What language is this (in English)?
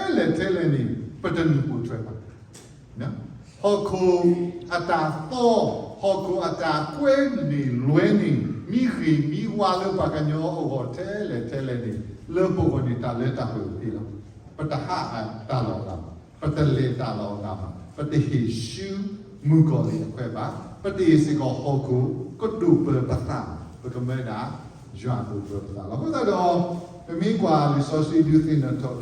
S'gaw Karen